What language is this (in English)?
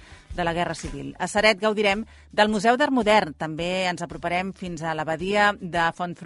Catalan